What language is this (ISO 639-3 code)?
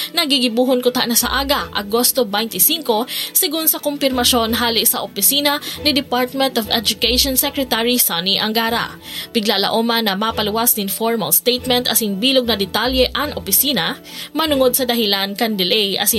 bik